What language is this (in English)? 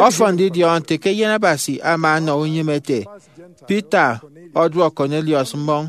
Efik